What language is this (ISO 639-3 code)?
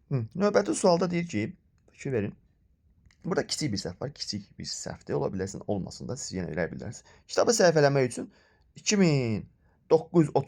aze